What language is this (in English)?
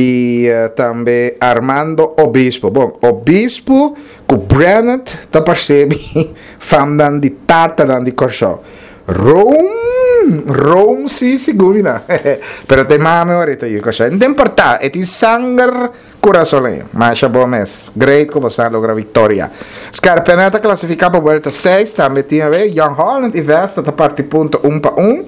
Papiamento